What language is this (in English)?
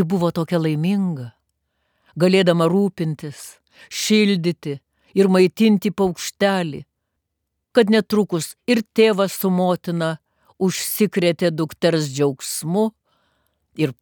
Lithuanian